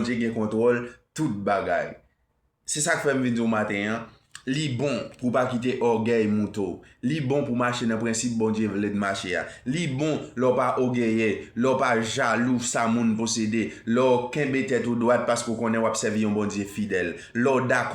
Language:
Haitian Creole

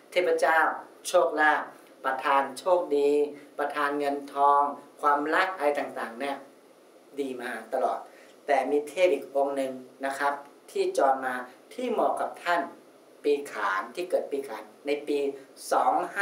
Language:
Thai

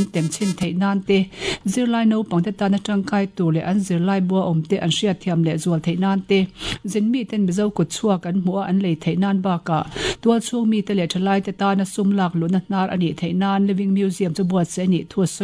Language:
Mizo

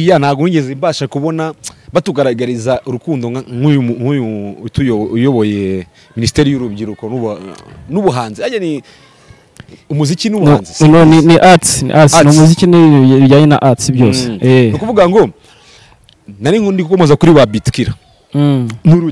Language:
Kinyarwanda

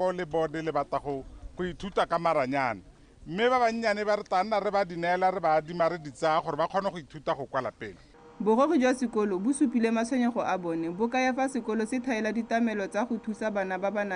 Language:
Tswana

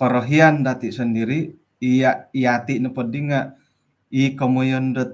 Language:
Central Dusun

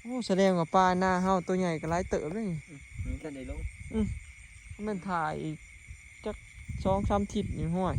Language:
Northeastern Thai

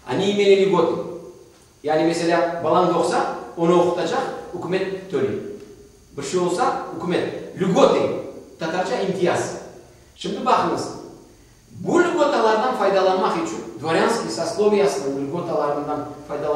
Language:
Crimean Tatar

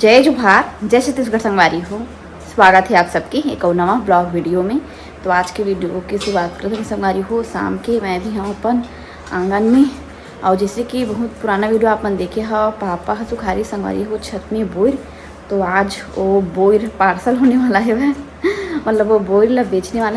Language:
Chhattisgarhi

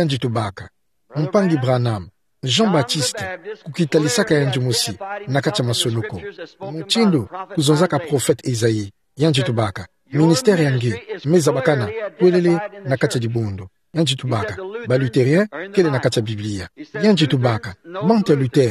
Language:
Kituba (Democratic Republic of Congo)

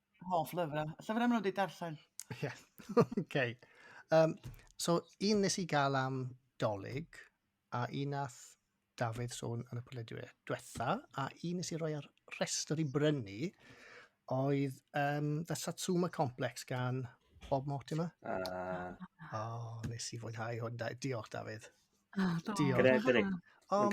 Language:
Welsh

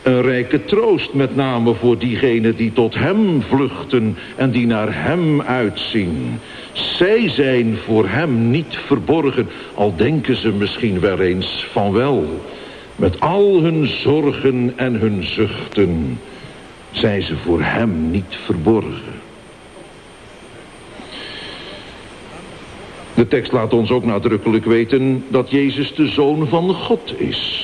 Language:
Dutch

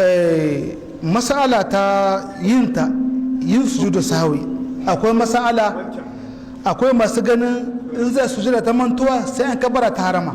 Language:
Hausa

